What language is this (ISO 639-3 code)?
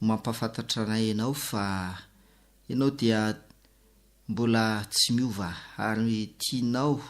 mlg